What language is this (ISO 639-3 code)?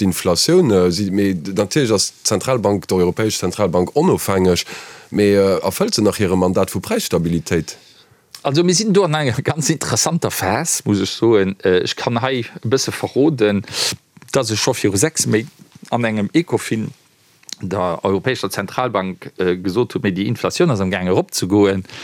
ltz